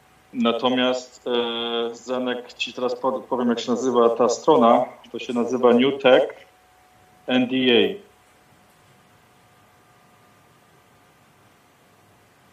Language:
Polish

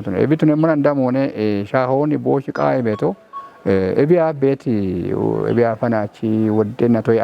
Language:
Kafa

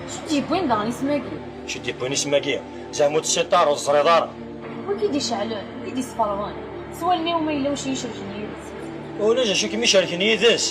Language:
Kabyle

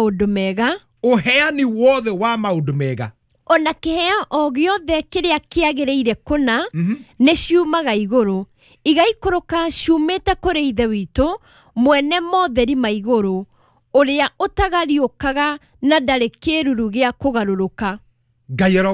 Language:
Kikuyu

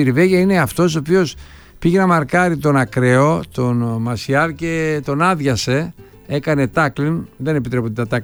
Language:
Greek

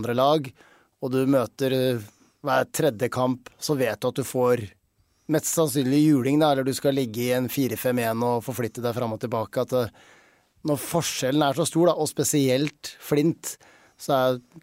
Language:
Norwegian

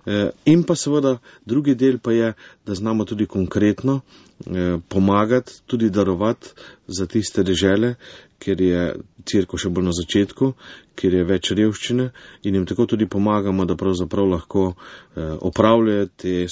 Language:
Slovenian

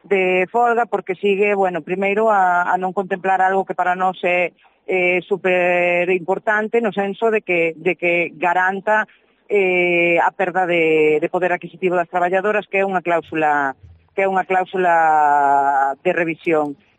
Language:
Galician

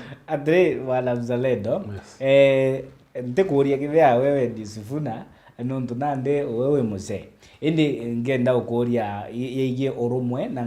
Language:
Meru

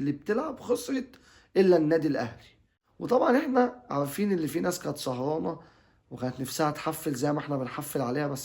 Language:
Egyptian Arabic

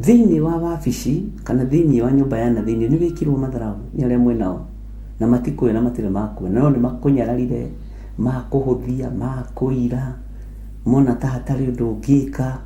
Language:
Kikuyu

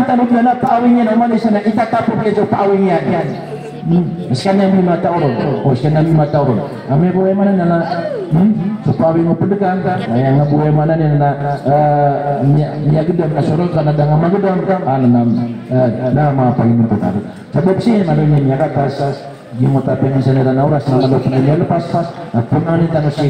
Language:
Maranao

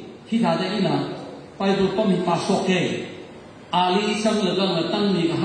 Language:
Tangkhul Naga (India)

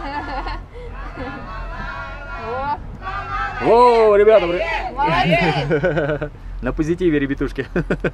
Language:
Russian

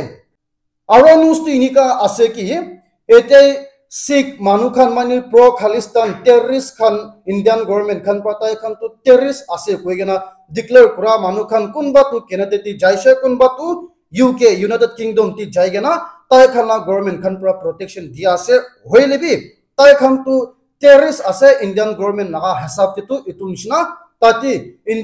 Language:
Naga Pidgin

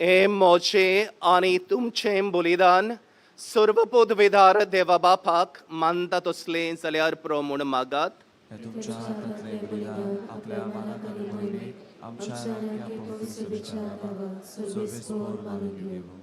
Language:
Konkani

